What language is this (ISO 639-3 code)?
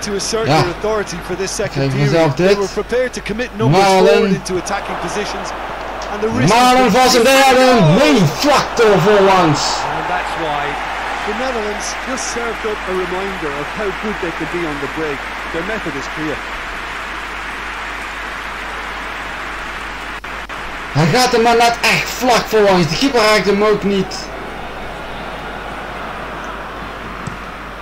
nld